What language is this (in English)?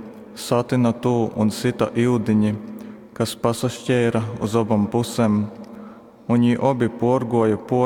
Latgalian